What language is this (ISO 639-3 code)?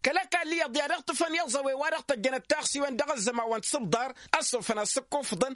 taq